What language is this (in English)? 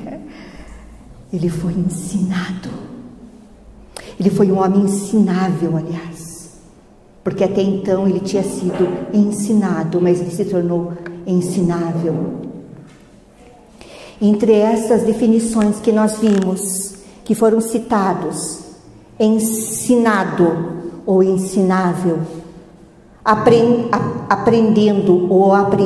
Portuguese